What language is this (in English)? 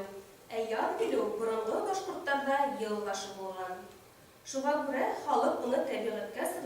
Bashkir